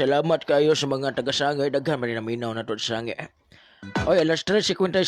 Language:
Cebuano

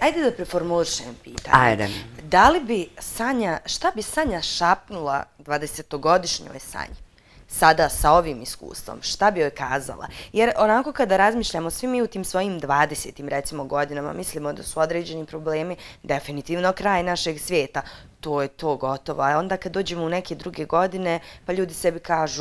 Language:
Bosnian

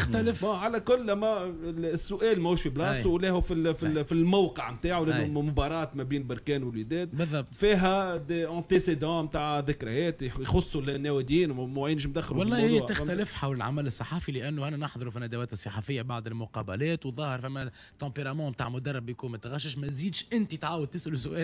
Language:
Tunisian Arabic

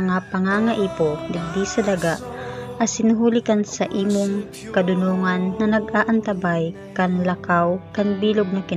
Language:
Bikol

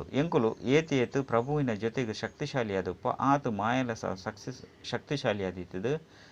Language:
Tulu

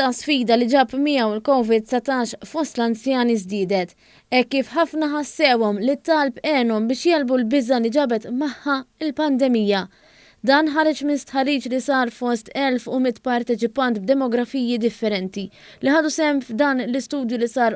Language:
Maltese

